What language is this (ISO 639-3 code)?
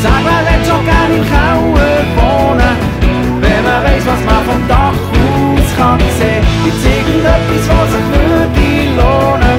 gsw